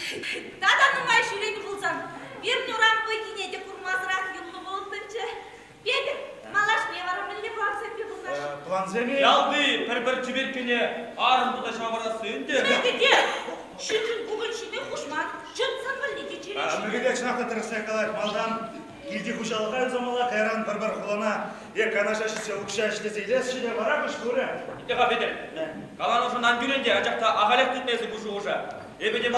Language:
Chuvash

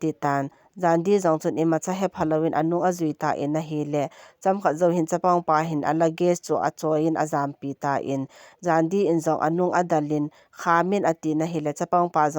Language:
Thado Chin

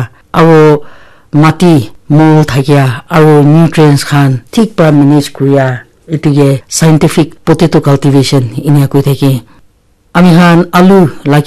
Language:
Naga Pidgin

